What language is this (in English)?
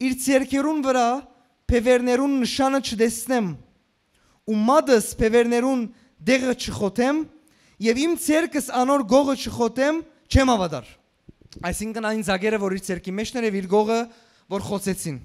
Western Armenian